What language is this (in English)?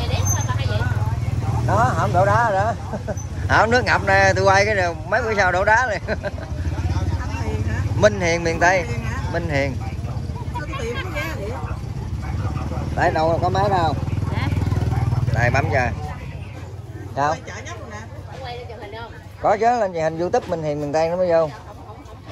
Vietnamese